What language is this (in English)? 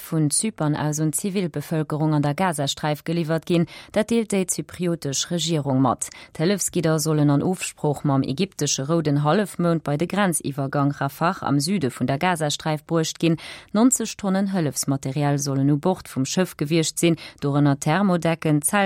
Luxembourgish